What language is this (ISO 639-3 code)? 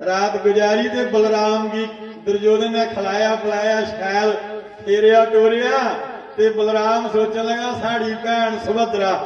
doi